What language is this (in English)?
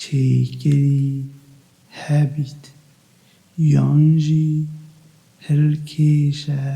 Kurdish